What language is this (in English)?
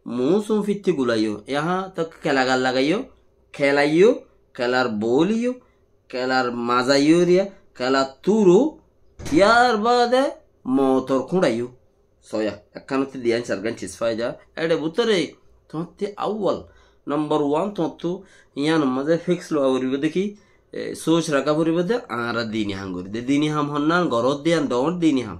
Rohingya